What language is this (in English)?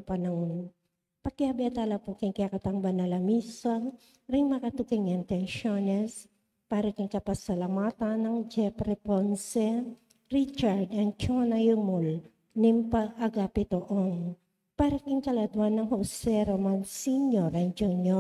Pampanga